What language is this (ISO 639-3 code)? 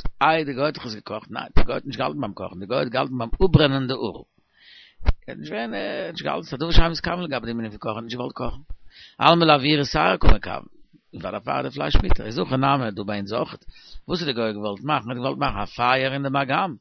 yid